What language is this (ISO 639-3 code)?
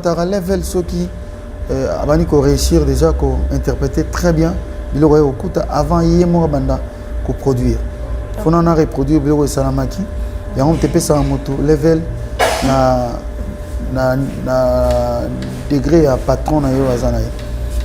lin